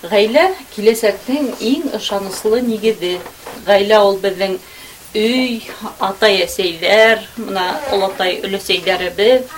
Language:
Bashkir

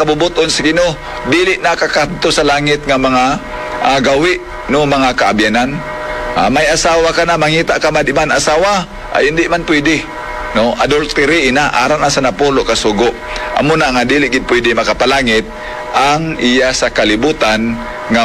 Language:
Hiligaynon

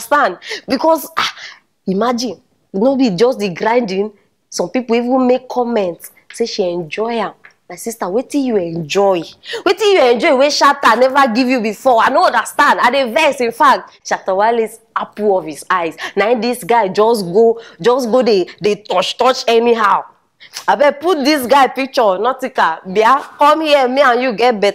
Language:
Nigerian Pidgin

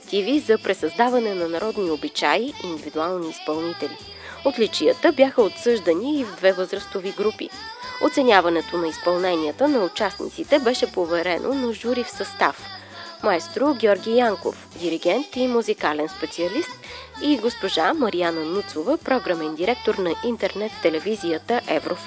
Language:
Bulgarian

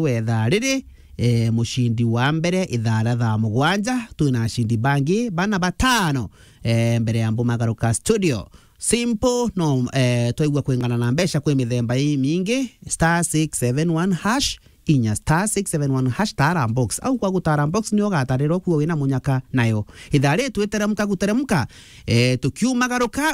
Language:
Meru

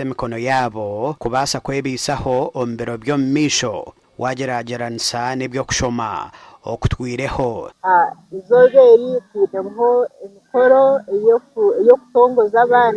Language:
Nyankole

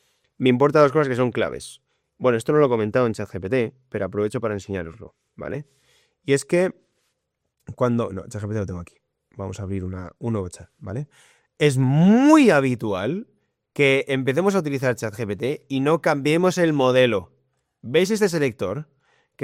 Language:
Spanish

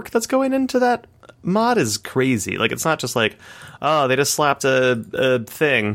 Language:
English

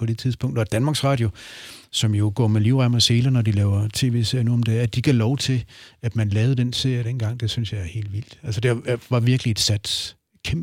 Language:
Danish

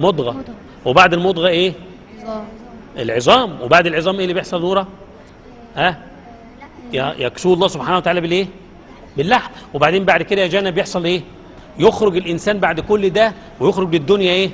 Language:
Egyptian Arabic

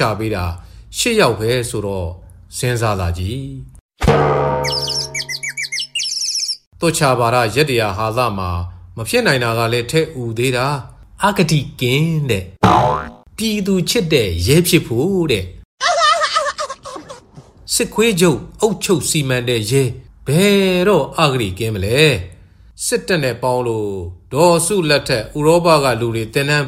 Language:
Burmese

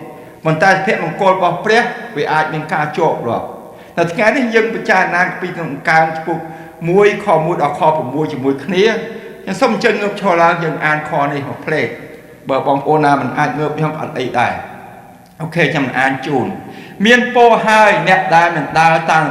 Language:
Khmer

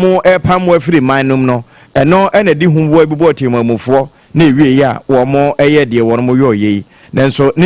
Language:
Akan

